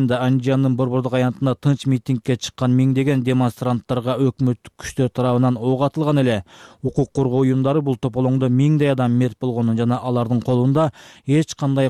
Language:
Kyrgyz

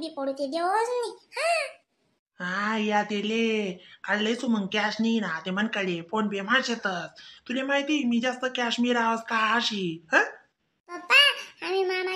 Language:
Khandesi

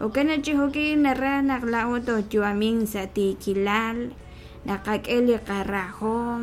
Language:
Kekchí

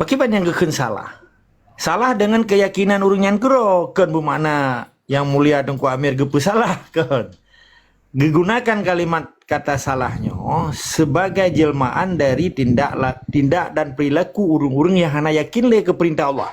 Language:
Achinese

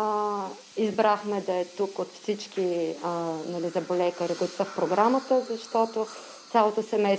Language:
Bulgarian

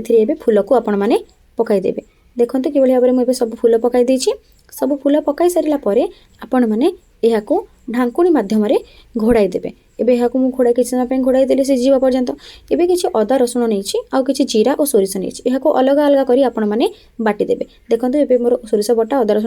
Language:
Odia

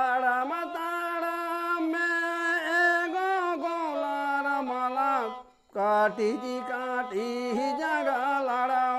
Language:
Santali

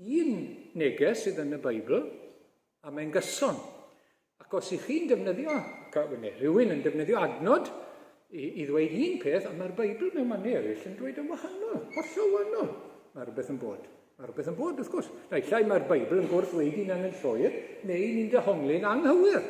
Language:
Welsh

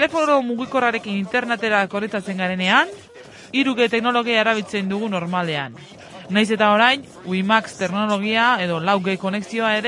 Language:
Basque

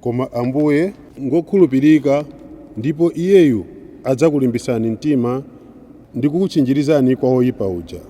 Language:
Nyanja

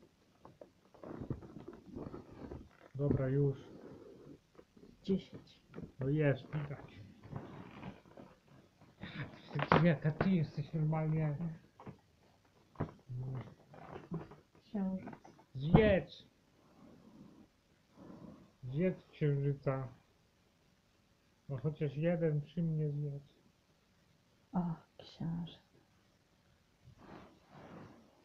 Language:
Polish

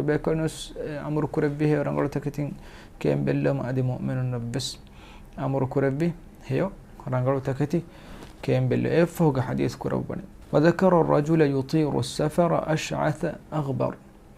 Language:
Divehi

